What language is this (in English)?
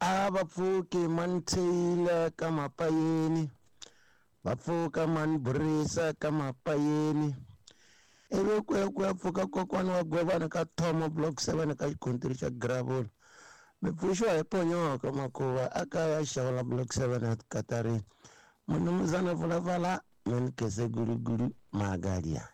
Tsonga